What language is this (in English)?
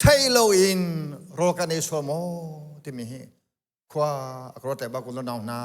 Hakha Chin